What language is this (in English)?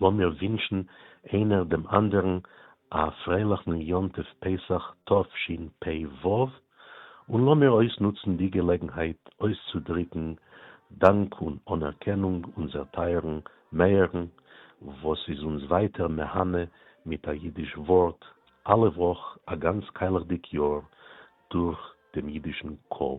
Yiddish